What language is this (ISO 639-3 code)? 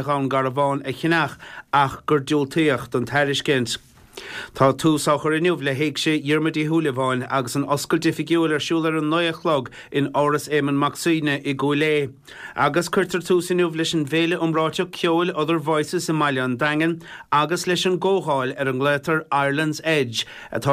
gle